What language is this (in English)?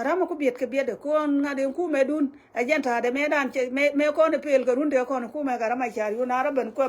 Nuer